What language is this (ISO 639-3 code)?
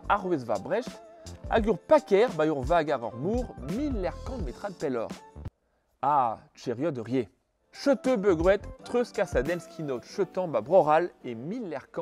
bre